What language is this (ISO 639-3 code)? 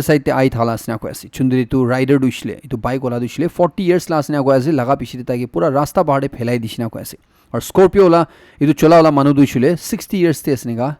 nag